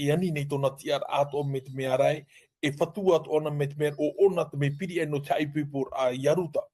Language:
Tahitian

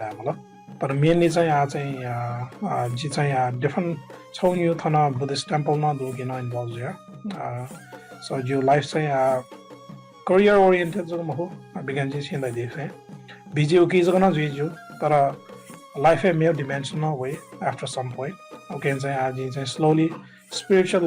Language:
Newari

